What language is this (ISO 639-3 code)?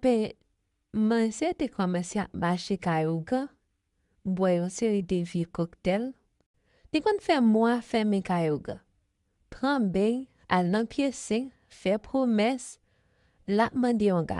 hat